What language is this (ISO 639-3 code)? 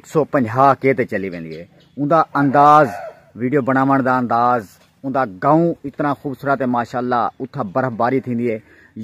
skr